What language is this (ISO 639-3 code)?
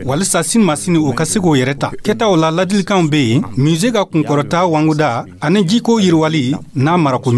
dyu